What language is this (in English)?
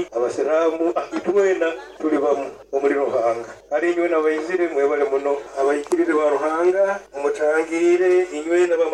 Nyoro